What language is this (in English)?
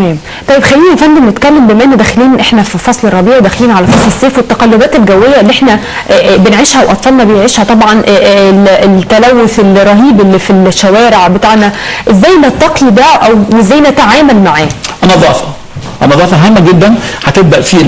Egyptian Arabic